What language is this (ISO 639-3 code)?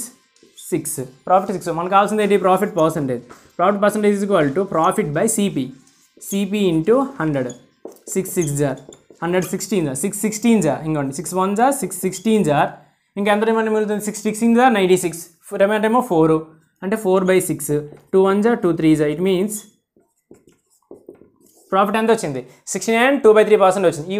tel